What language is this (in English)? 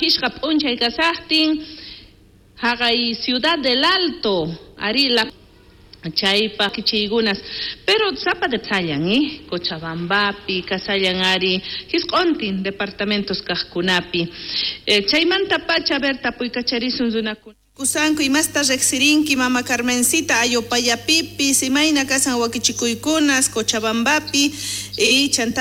South Bolivian Quechua